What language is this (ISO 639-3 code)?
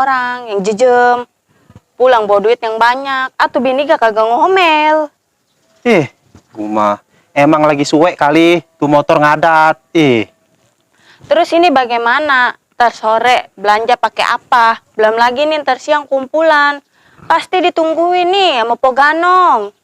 bew